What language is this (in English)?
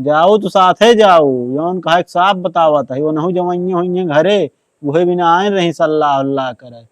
Awadhi